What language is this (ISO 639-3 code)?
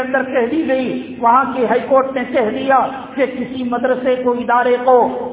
urd